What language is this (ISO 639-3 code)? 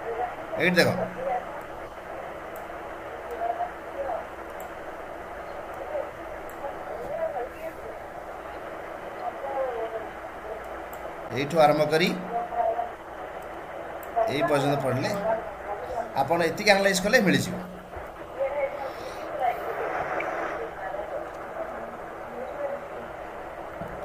ori